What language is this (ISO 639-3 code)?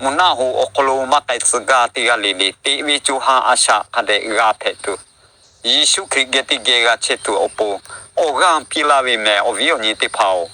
lhu